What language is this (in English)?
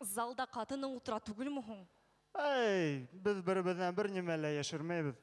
Bashkir